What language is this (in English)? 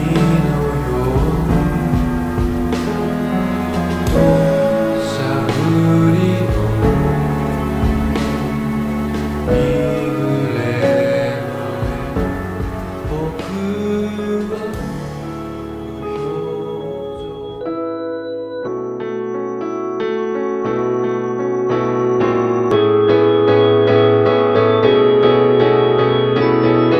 Japanese